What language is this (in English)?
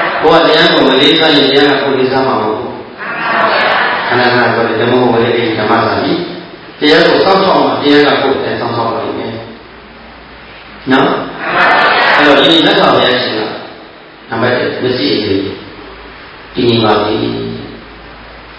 Burmese